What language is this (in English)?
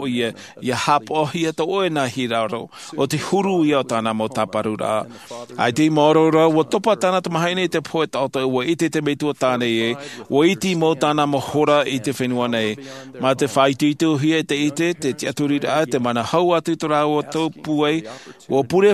Tahitian